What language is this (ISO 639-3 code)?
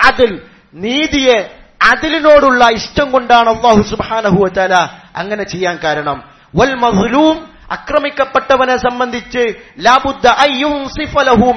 mal